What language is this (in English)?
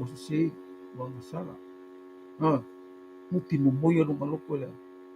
Samoan